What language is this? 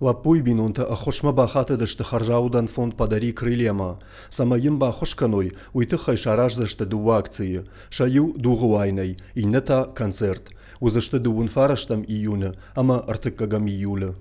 Ossetic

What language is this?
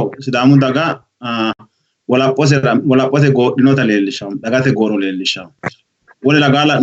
Sidamo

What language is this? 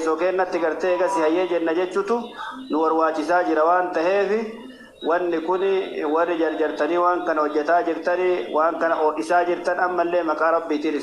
Oromo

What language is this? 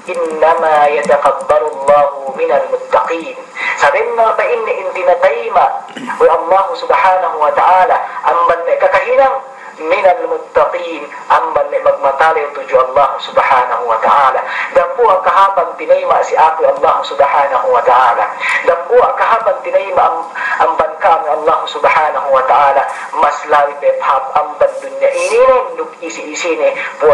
Yakan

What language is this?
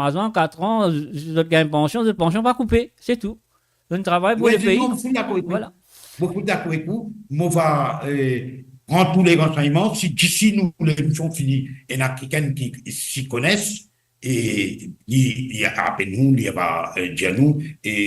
Morisyen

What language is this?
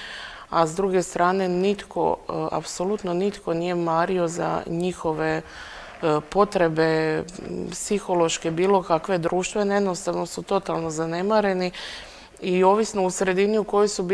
Croatian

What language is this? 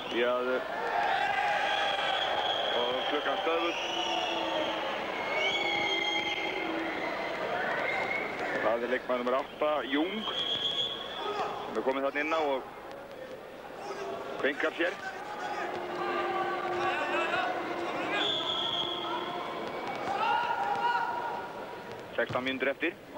Icelandic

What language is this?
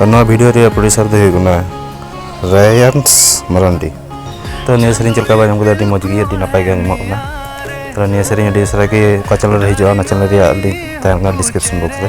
Santali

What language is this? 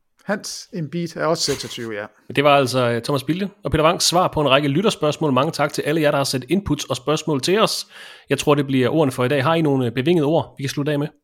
Danish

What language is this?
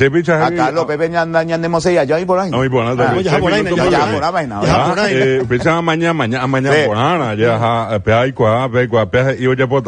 Guarani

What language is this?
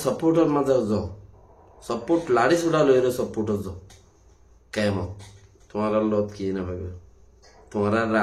Rohingya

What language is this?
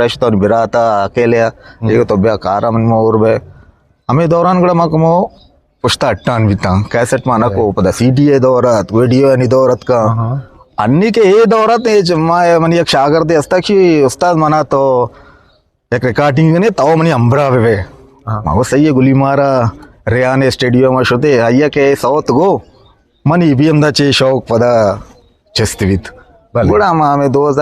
Eastern Balochi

